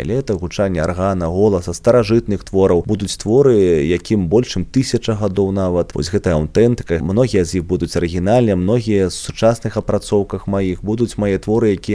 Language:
Belarusian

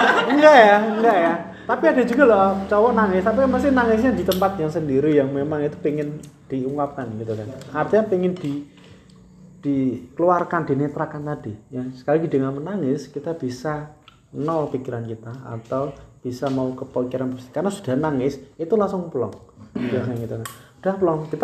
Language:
Indonesian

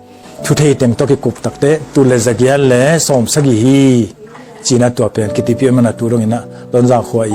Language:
Tedim Chin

